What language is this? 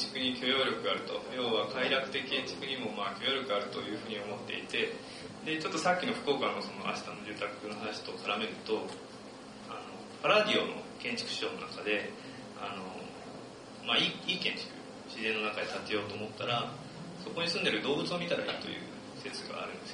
Japanese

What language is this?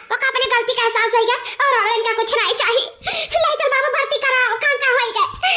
Awadhi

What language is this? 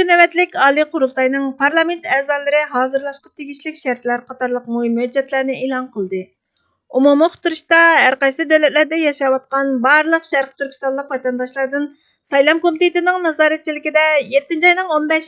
Uyghur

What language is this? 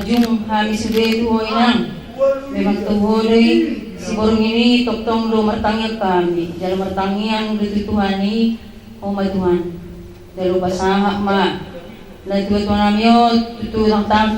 Batak Toba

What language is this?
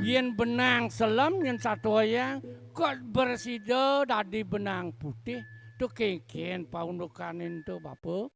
Balinese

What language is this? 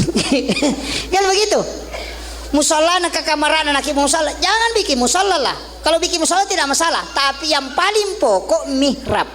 Buginese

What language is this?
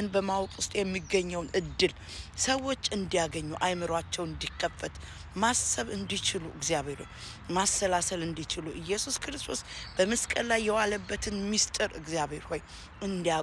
Amharic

